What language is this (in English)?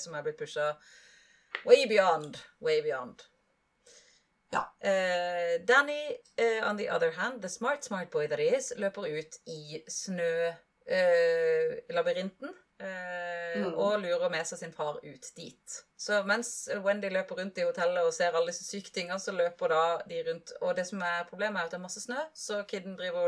Norwegian